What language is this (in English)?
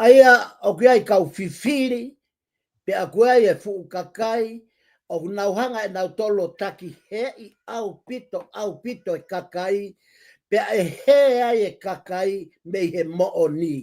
Tongan